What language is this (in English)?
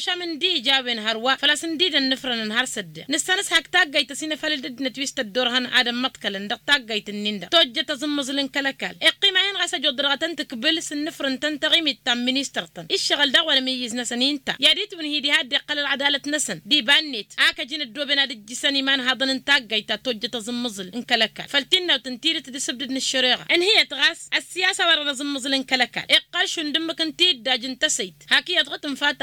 Tamasheq